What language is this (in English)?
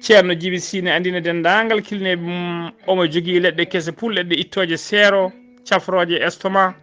Fula